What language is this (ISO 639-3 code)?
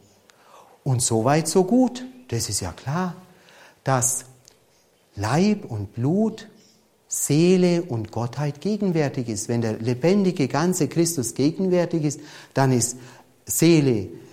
deu